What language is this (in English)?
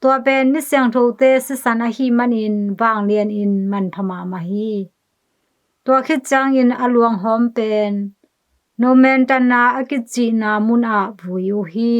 Tedim Chin